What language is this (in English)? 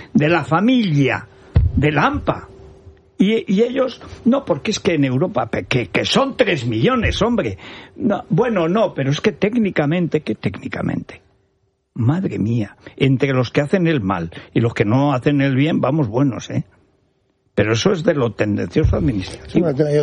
Spanish